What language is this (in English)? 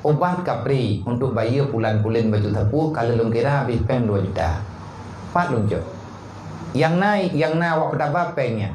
Achinese